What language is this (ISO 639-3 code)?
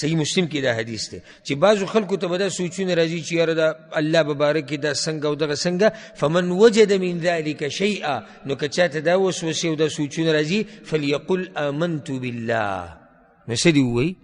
pus